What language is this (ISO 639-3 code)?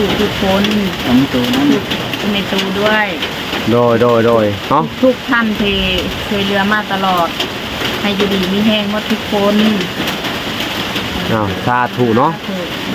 lao